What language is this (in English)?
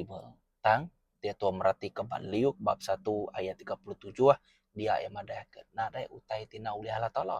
Iban